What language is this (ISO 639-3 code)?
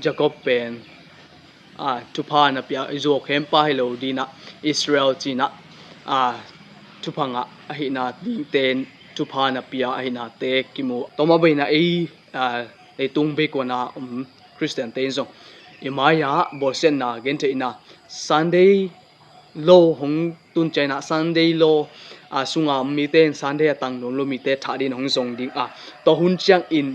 ctd